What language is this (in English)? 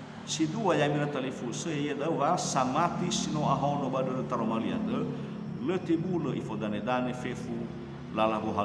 Nias